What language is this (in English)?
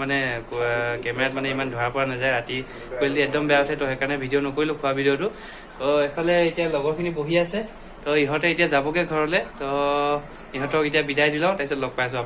Assamese